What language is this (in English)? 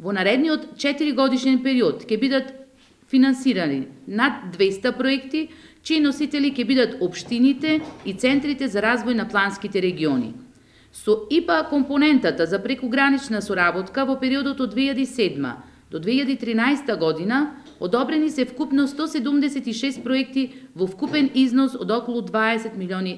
Macedonian